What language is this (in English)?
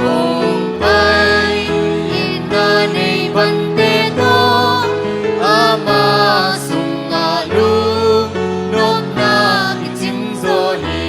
Tedim Chin